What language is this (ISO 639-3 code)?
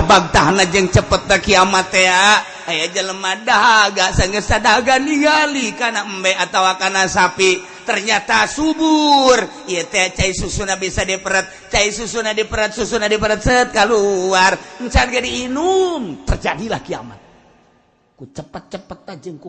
sun